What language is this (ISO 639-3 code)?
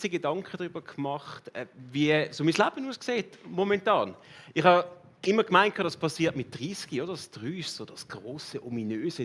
gsw